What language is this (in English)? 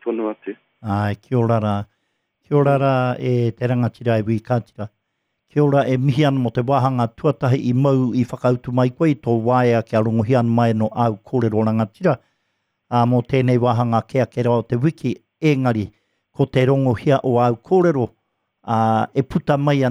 Māori